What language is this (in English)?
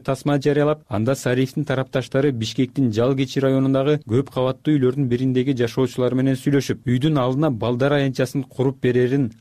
Kyrgyz